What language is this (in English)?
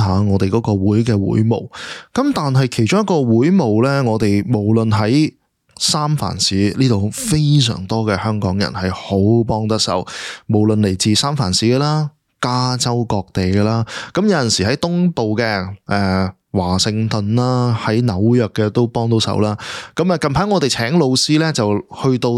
Cantonese